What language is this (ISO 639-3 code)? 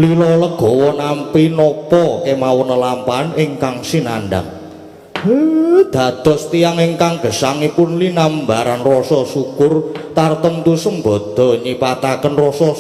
jav